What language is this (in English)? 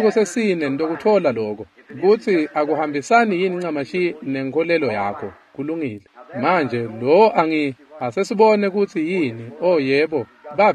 Swati